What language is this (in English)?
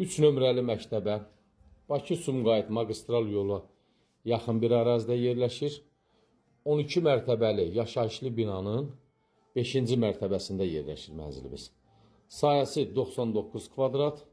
Azerbaijani